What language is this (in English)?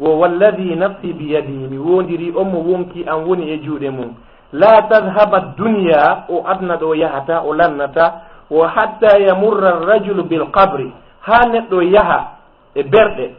Fula